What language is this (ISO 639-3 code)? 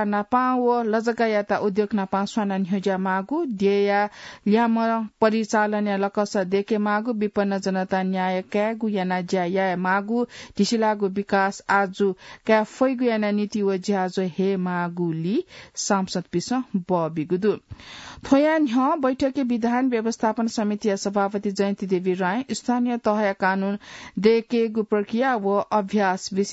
new